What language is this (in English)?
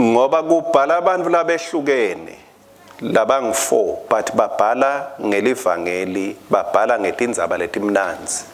Swati